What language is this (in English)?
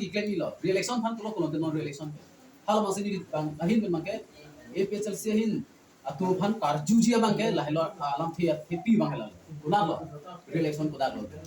Karbi